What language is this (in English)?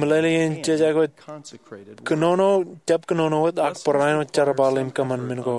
Marshallese